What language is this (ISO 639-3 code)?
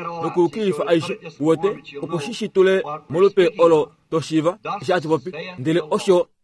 kua